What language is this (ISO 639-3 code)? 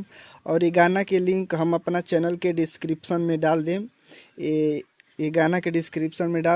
bho